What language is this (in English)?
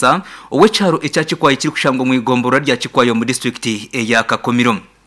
Nyankole